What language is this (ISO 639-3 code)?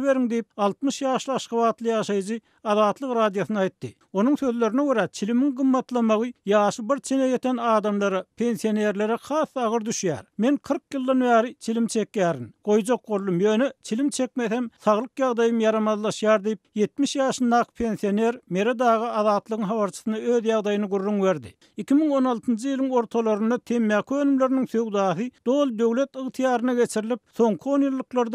tuk